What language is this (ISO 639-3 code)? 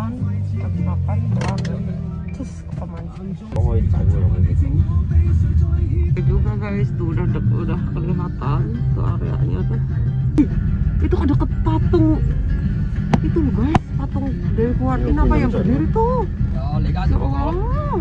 ind